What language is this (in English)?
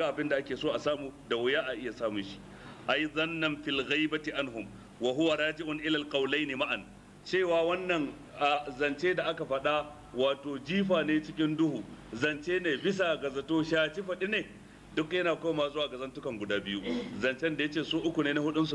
Hausa